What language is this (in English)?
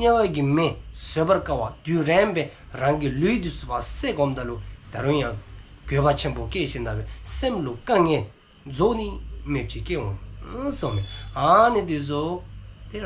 Dzongkha